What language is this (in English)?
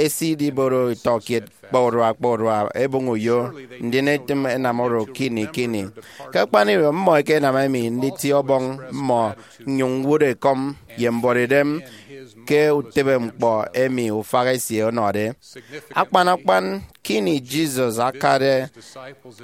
Efik